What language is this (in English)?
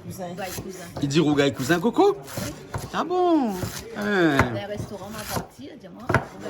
Réunion Creole French